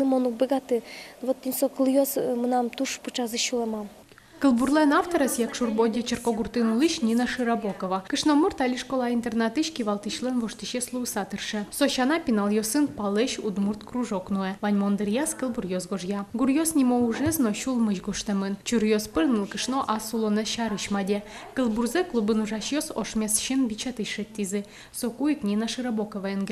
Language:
Udmurt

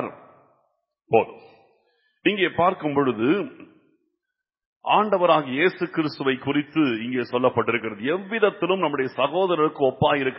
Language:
Tamil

